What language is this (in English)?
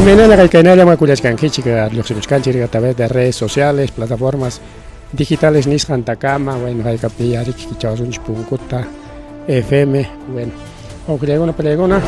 Ayacucho Quechua